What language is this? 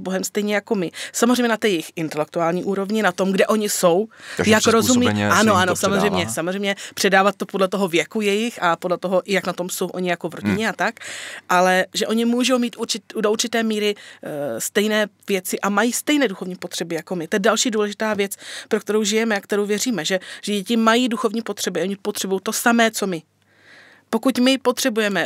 Czech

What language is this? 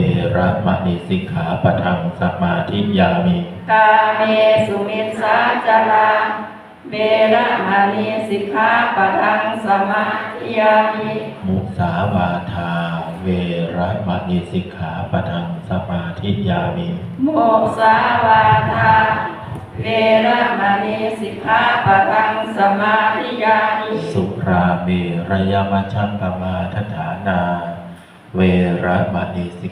Pali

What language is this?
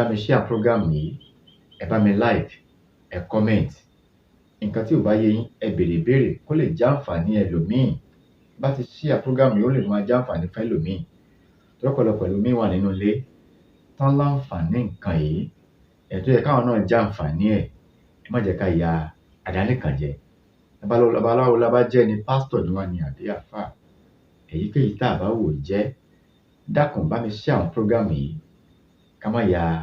Yoruba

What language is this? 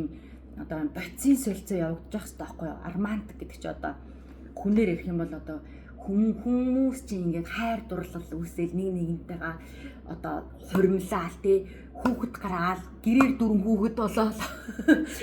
Mongolian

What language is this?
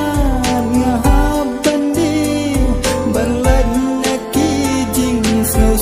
Khasi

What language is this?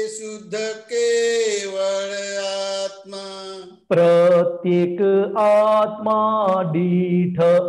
Gujarati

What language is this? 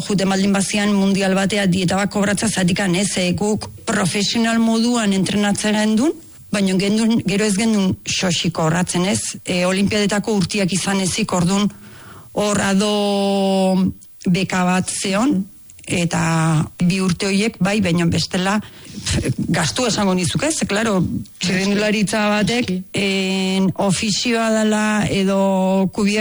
Basque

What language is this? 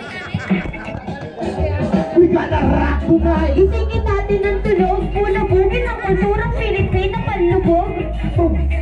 Filipino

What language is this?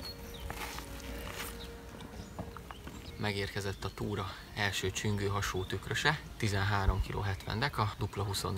Hungarian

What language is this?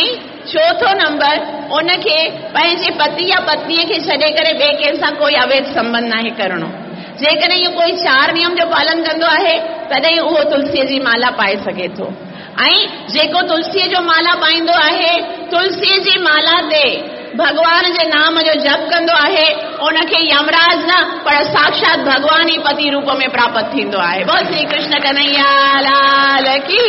Sindhi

